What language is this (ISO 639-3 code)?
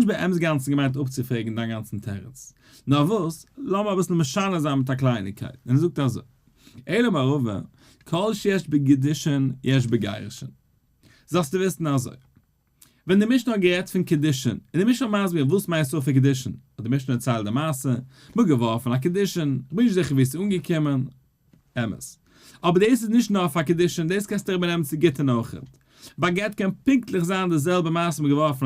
yid